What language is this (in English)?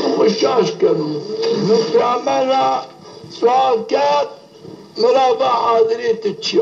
Zaza